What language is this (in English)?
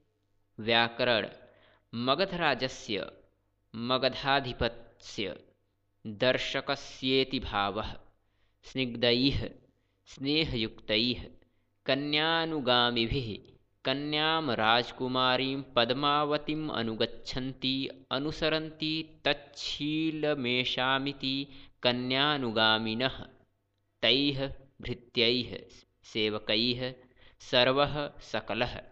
Sanskrit